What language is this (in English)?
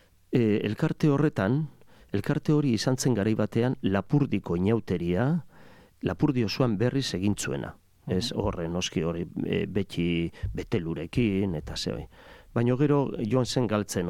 Basque